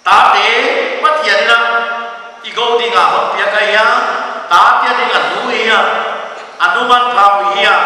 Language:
Paite Chin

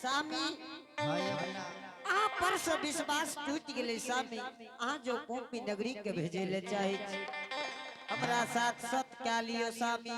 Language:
Angika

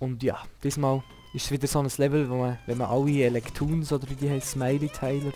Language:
Swiss German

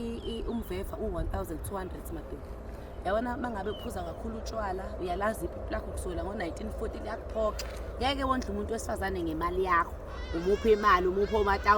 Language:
Zulu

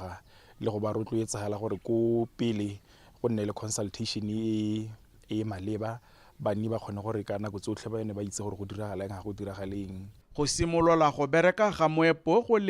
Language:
Tswana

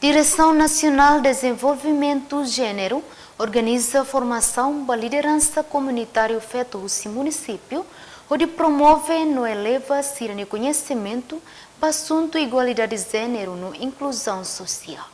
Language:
Tetum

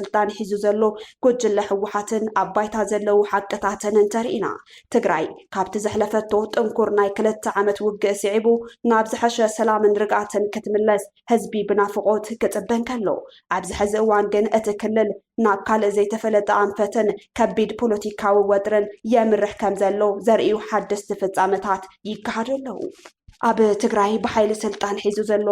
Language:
Tigrinya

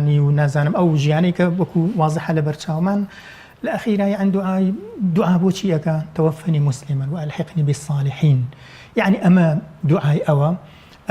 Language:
Central Kurdish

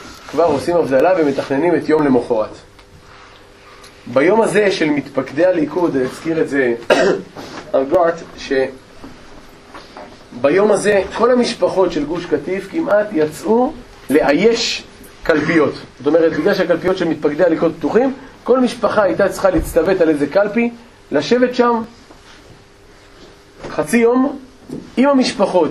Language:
Hebrew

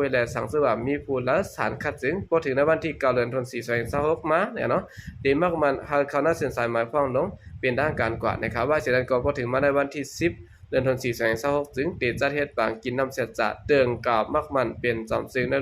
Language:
Shan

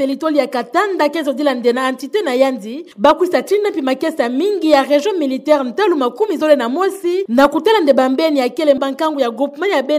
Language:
Kituba (Democratic Republic of Congo)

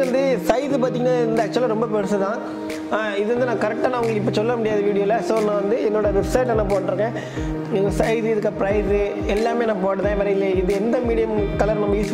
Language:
Tamil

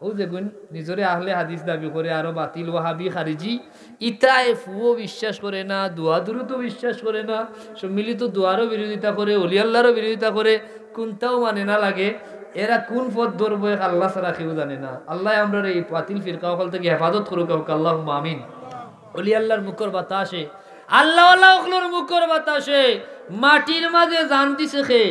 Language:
Sylheti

